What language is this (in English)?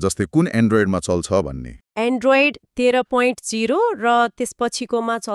Nepali